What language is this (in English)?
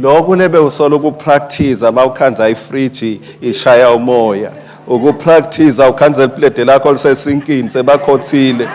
Swati